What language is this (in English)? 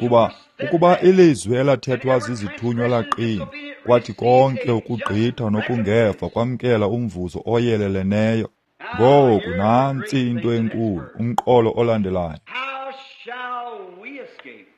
Xhosa